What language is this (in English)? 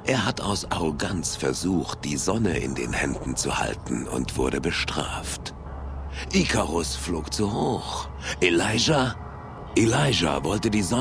Bavarian